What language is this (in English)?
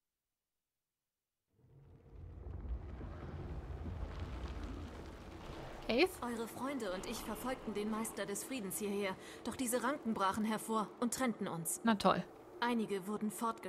German